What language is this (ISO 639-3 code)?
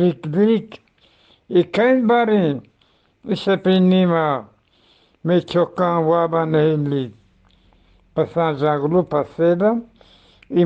bgp